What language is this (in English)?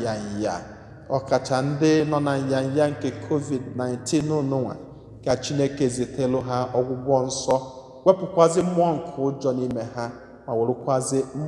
Igbo